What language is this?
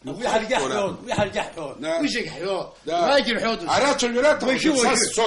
Abkhazian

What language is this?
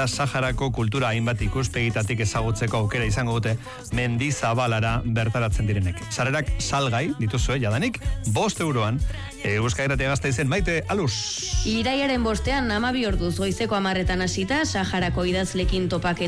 Basque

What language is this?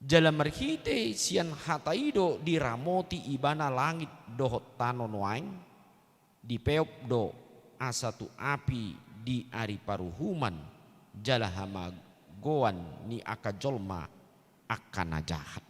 Batak Toba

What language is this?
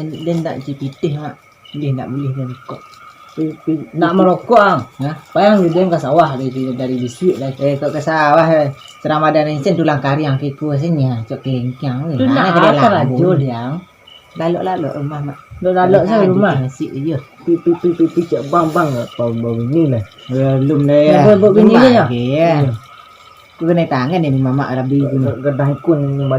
Minangkabau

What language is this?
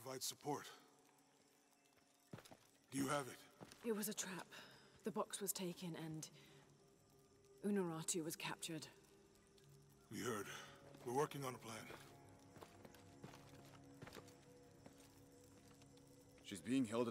English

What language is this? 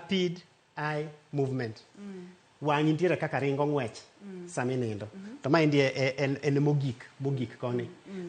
Luo (Kenya and Tanzania)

